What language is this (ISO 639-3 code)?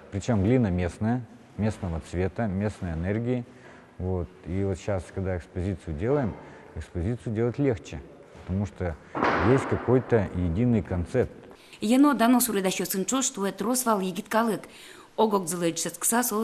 udm